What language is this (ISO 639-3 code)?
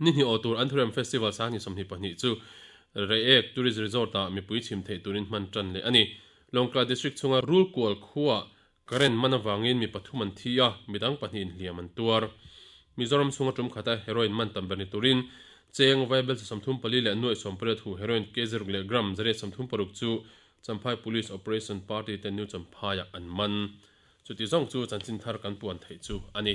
lus